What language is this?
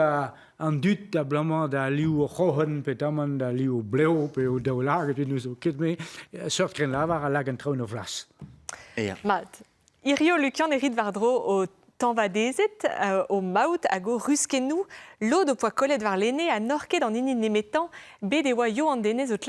Breton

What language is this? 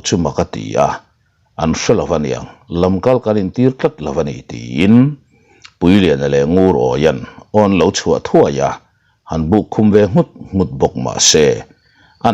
Mizo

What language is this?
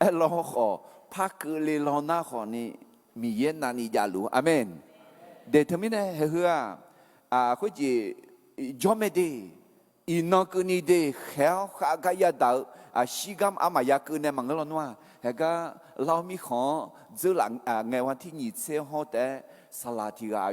Akha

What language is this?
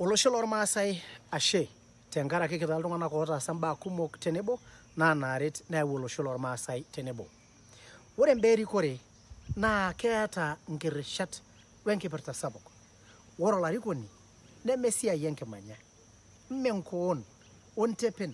Masai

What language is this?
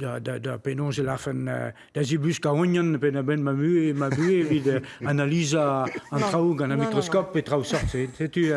Breton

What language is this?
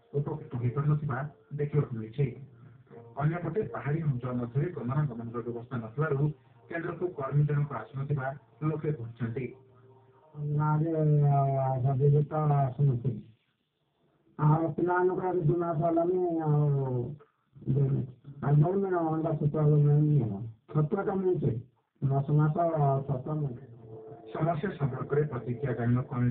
Odia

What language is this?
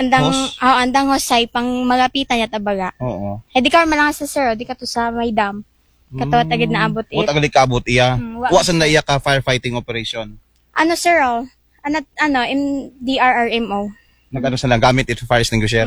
Aklanon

